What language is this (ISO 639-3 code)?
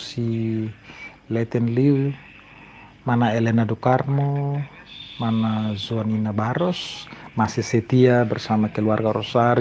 tet